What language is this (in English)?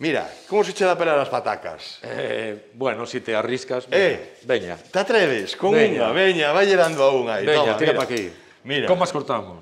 Galician